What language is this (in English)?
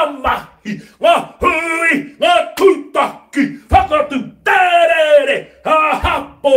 Māori